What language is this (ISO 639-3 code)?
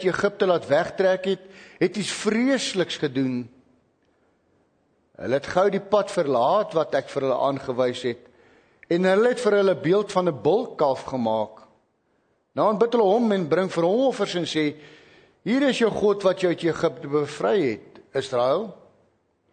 afr